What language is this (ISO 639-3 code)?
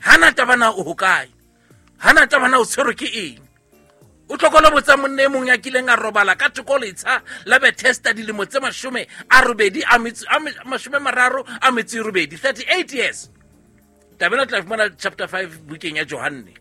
sot